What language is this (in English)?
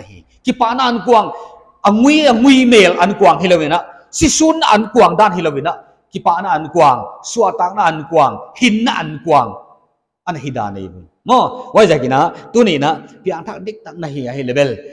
Paite Chin